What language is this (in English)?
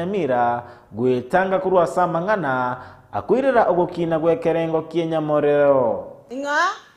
Gusii